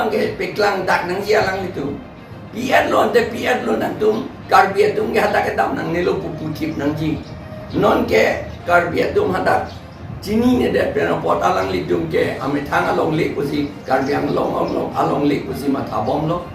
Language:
Karbi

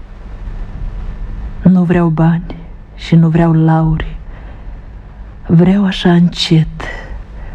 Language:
Romanian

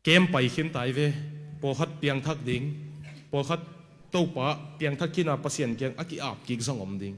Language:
Tedim Chin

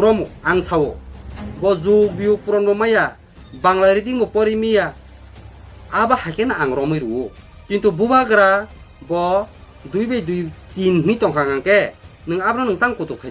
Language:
Kok Borok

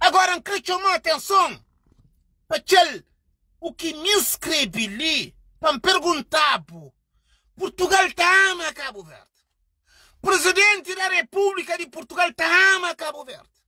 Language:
Kabuverdianu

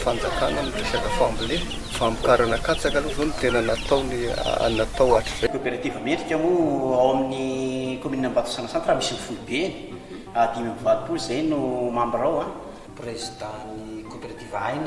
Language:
Malagasy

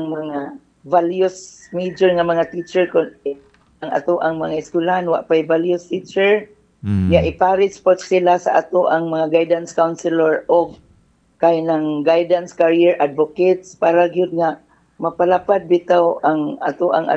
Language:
Cebuano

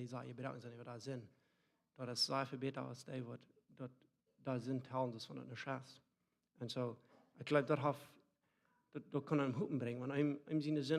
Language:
Plautdietsch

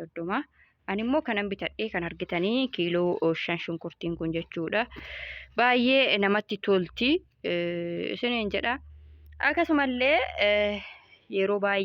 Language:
Oromo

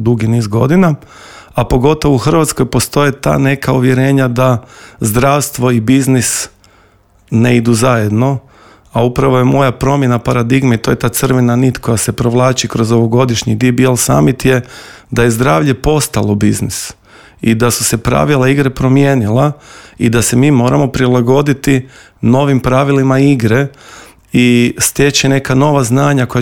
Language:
Croatian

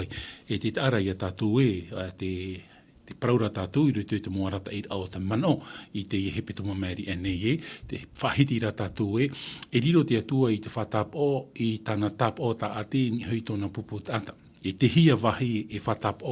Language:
Tahitian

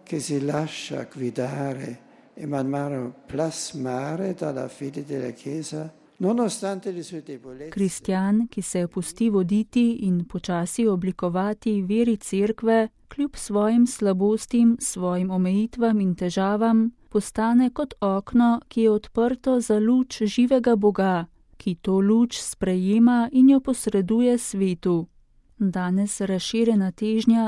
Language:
Slovenian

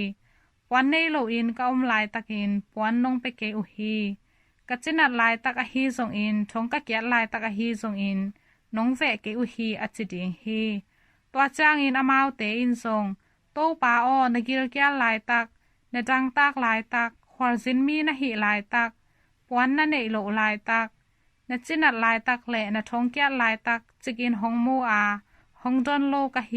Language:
Tedim Chin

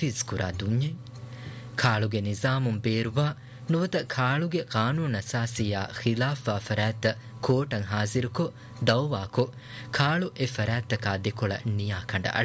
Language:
Divehi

